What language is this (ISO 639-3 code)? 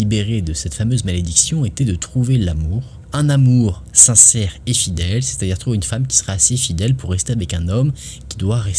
fra